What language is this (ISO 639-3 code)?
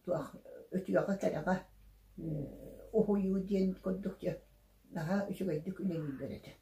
sah